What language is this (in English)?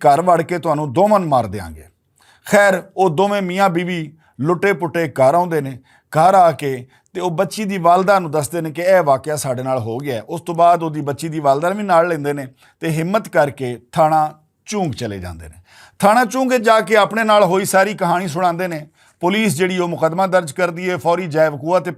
Western Panjabi